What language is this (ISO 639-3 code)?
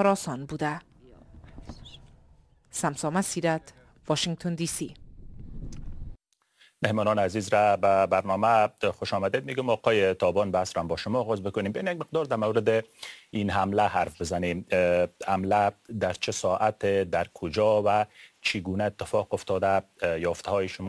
fas